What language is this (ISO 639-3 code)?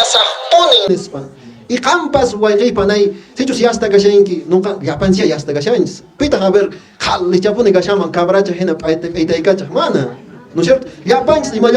que